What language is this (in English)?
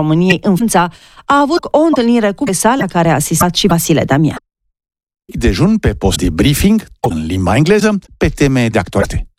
Romanian